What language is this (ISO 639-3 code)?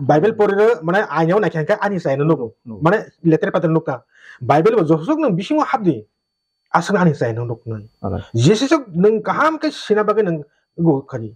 trp